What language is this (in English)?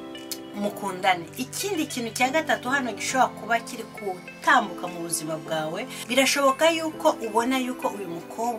Kinyarwanda